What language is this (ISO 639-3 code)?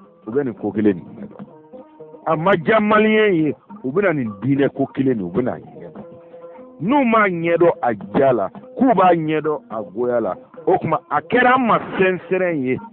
bam